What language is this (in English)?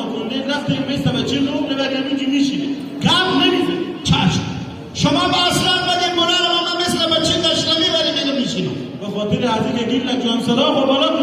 Hazaragi